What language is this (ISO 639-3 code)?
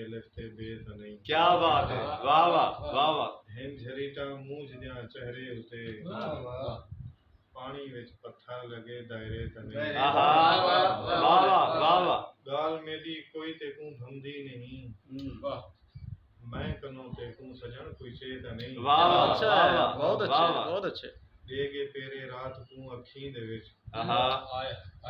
skr